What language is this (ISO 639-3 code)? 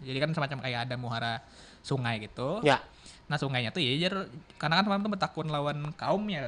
bjn